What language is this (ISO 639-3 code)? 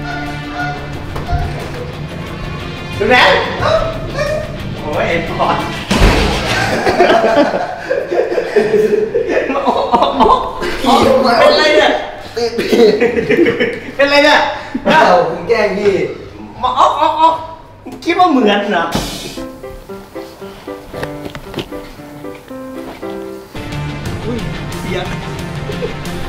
tha